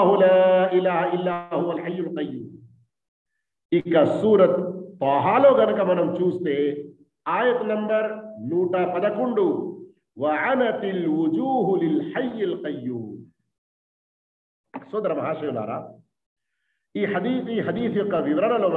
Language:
Telugu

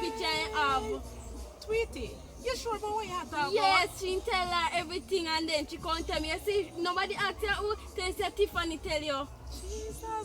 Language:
Jamaican Creole English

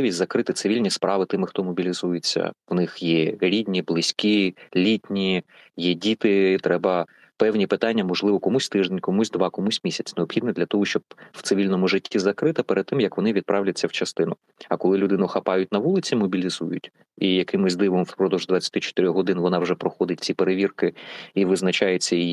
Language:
Ukrainian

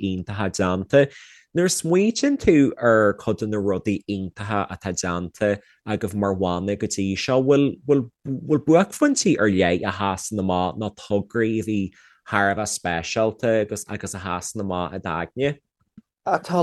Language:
Irish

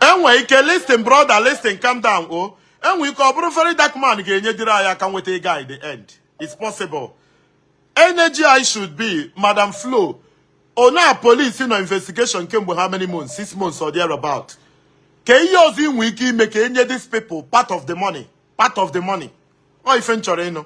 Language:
Igbo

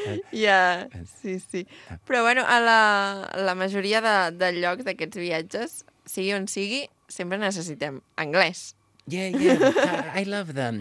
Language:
Catalan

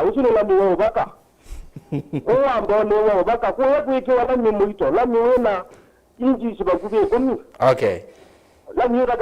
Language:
Kamba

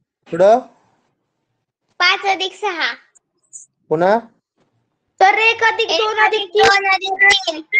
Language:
Marathi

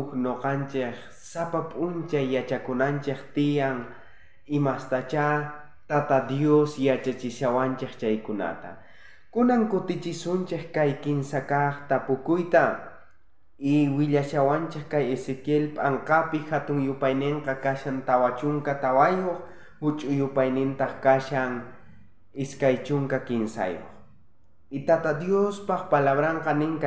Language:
South Bolivian Quechua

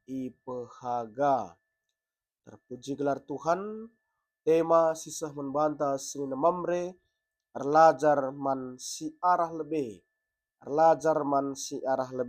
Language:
Batak Karo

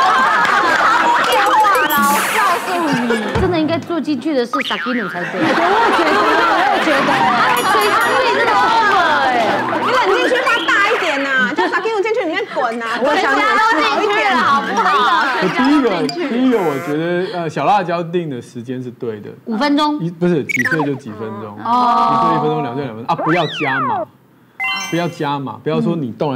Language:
Chinese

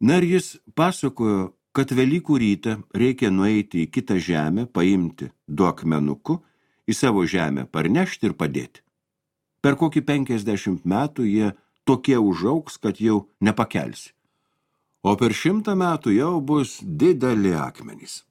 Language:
Lithuanian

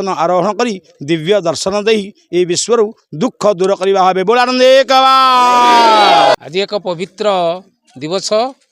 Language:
Odia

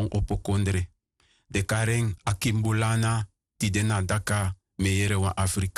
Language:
Sranan Tongo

